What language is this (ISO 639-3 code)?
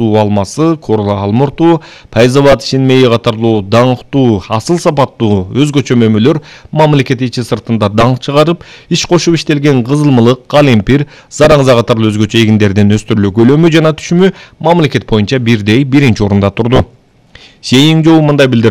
kir